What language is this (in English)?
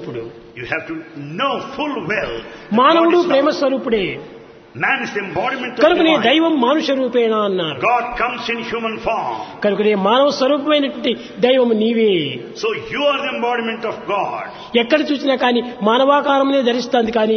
Telugu